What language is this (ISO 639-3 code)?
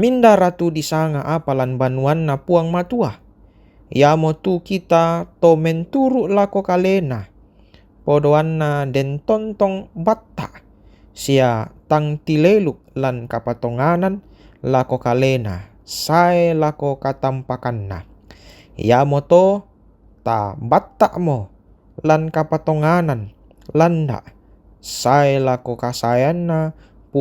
sda